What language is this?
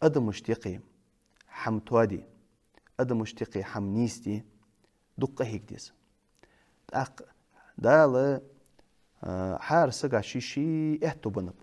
Ingush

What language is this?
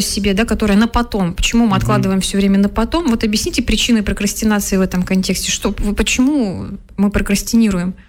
Russian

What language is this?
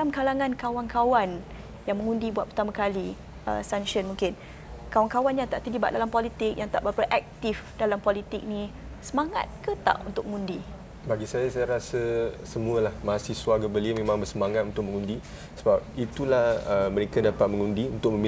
Malay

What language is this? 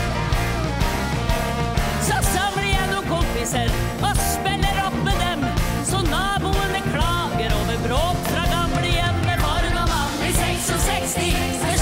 Norwegian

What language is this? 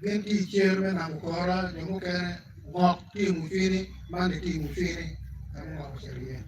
Acoli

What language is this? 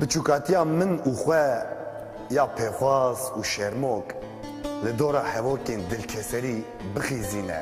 Kurdish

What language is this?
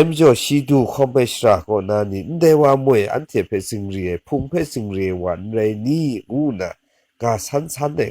Kachin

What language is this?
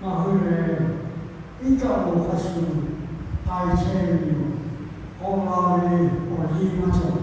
Lahu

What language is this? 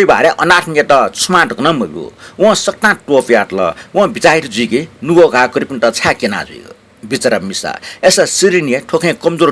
Newari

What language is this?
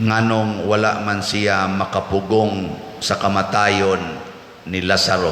Cebuano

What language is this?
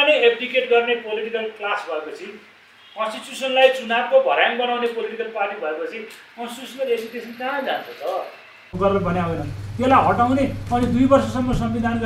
Nepali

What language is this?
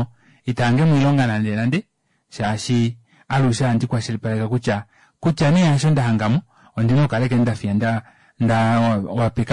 Kuanyama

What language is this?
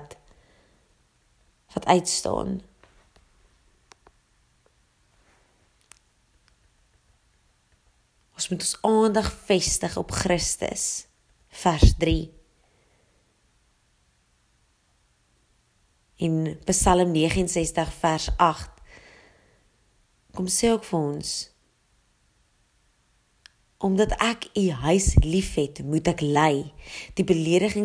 Afrikaans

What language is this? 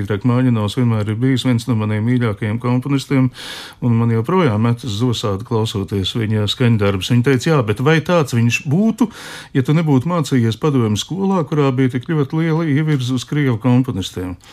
Latvian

